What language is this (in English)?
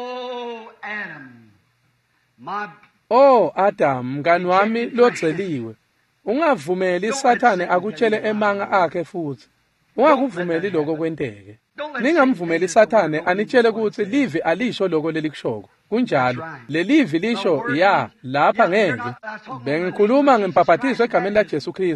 Swati